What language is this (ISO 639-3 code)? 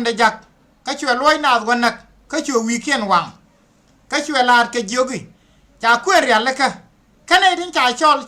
nus